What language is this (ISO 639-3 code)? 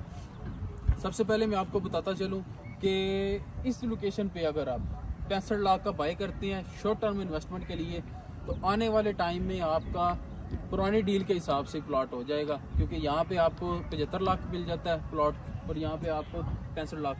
hin